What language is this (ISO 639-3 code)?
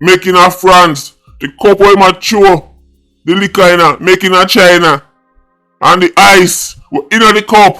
jam